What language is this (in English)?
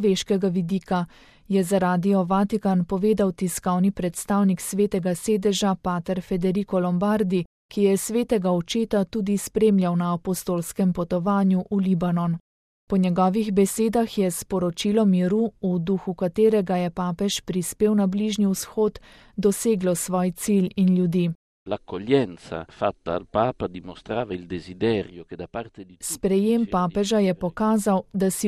Slovenian